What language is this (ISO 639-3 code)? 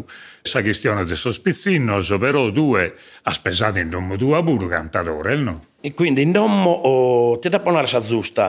srd